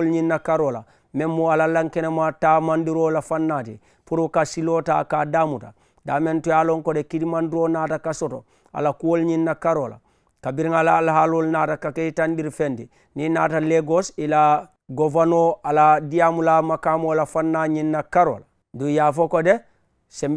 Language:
Mandingo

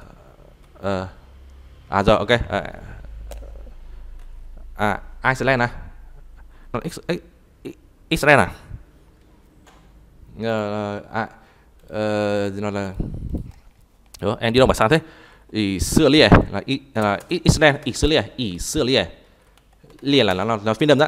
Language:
Vietnamese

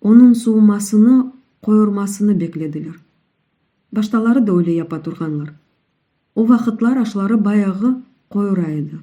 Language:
Crimean Tatar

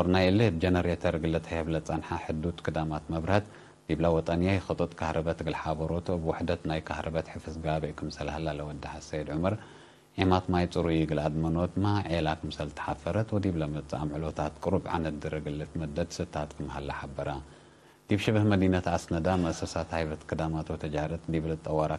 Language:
Tigre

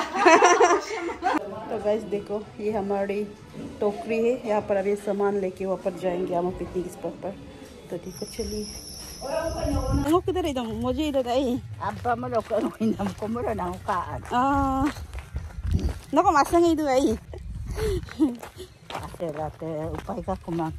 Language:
Hindi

